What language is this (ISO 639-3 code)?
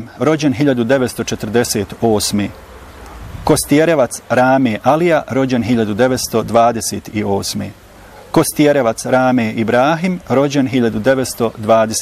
bos